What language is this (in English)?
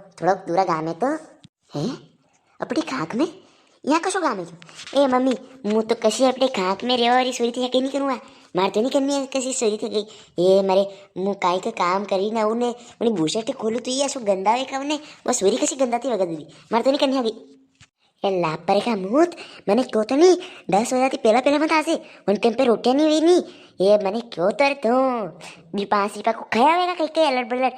Rajasthani